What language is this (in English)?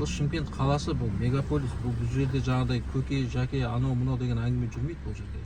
Kazakh